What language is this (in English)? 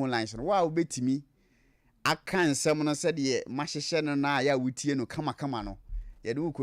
Akan